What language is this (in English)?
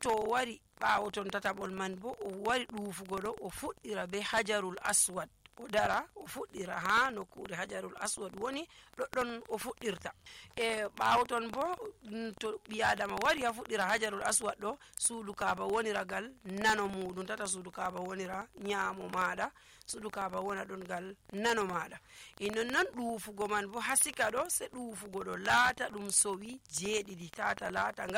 Nigerian Fulfulde